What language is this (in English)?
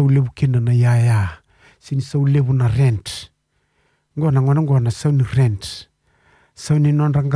Fijian